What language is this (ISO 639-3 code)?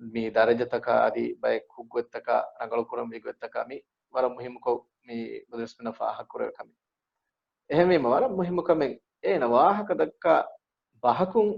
div